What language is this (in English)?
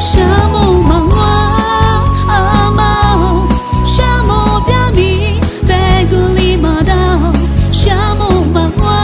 Lisu